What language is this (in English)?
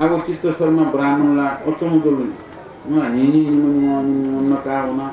Newari